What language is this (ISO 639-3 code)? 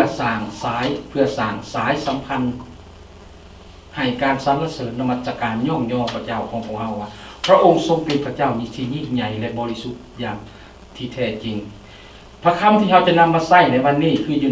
lao